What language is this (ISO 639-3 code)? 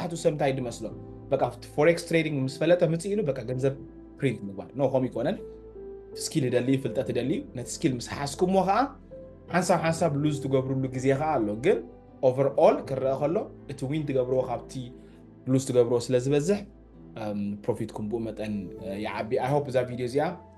tir